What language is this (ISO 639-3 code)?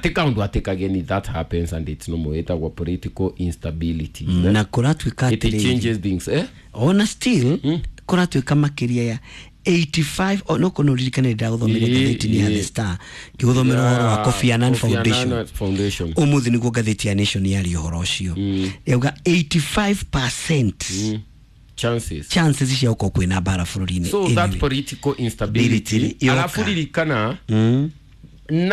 kik